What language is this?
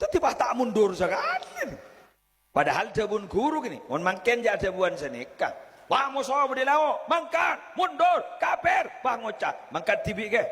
Madurese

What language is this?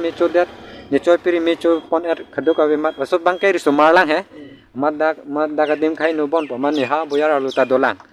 Karbi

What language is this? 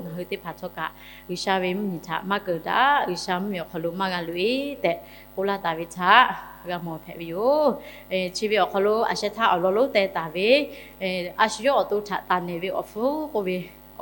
Lahu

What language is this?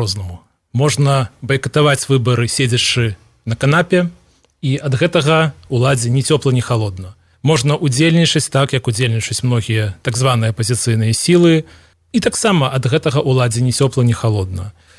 Belarusian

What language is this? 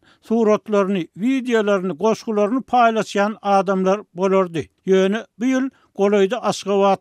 Turkmen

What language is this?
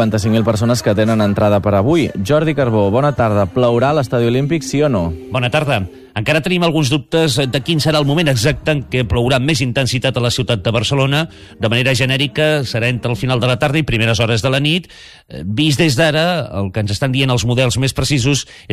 Catalan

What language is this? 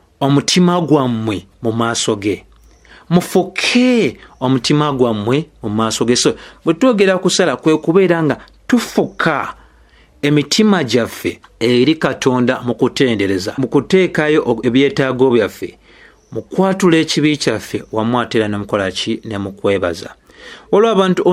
Ganda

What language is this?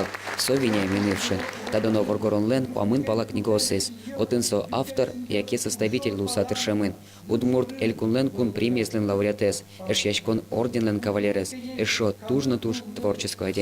Udmurt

